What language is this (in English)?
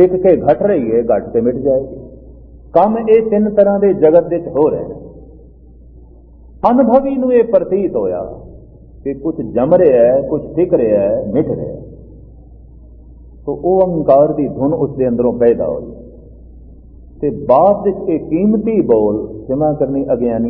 Punjabi